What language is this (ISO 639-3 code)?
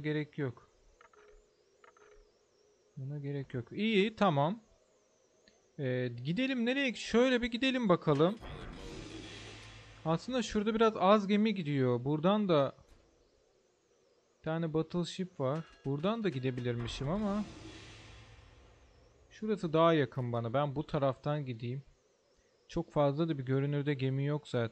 tur